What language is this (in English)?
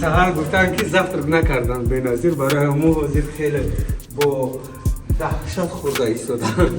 Tajik